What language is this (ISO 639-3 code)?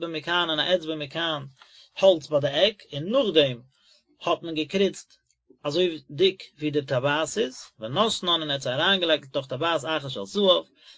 yid